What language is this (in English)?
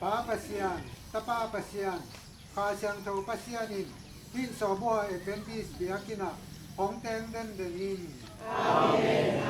Tedim Chin